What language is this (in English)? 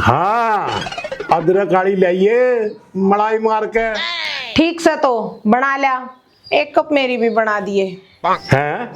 Haryanvi